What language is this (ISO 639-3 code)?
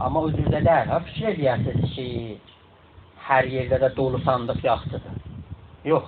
azb